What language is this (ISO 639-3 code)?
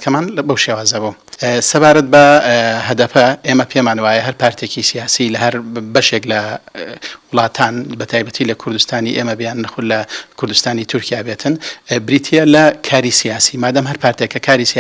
ckb